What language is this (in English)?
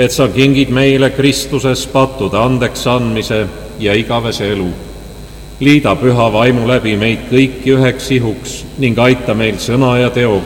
Estonian